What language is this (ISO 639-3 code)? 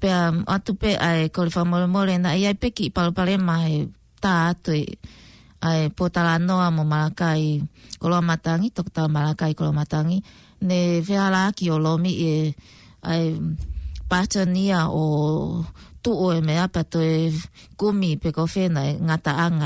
ton